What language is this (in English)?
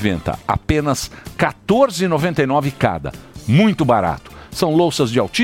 Portuguese